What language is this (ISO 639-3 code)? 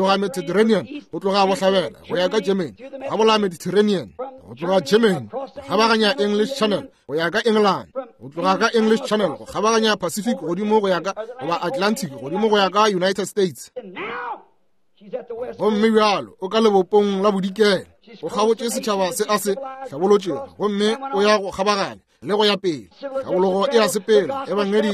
nso